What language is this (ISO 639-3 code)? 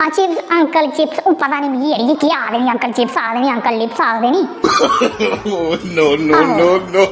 doi